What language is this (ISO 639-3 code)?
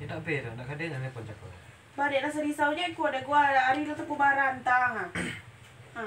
min